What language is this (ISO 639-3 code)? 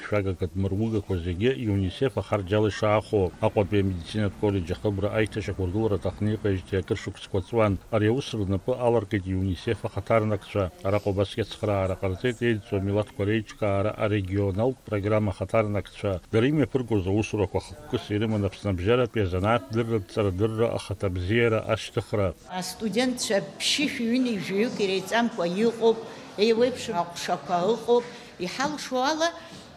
abk